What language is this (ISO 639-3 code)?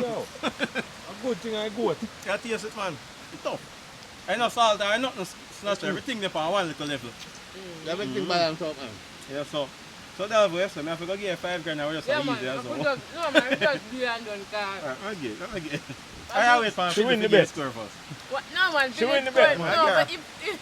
jam